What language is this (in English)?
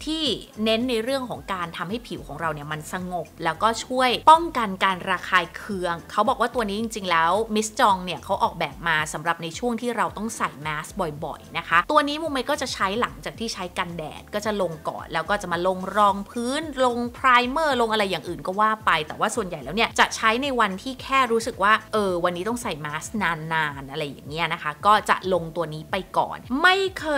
Thai